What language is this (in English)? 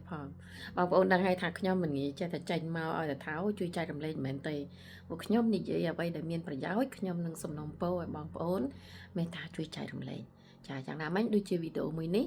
Khmer